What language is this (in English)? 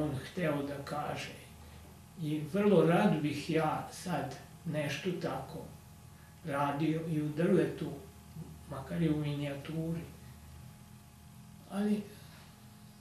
Serbian